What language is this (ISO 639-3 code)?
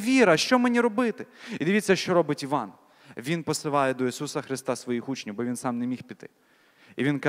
ukr